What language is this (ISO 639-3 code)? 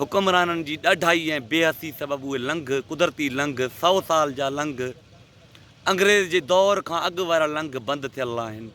snd